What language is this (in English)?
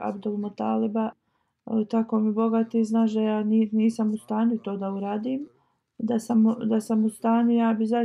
Bosnian